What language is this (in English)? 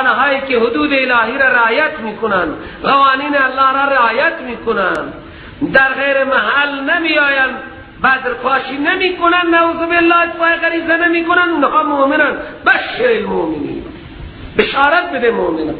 Persian